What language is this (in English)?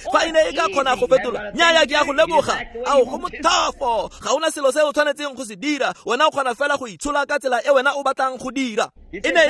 Tswana